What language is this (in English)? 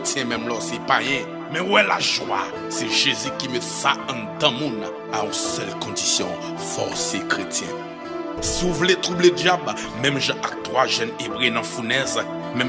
Haitian Creole